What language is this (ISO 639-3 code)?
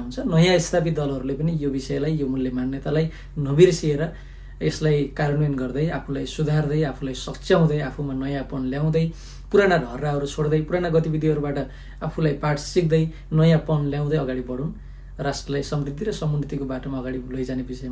nep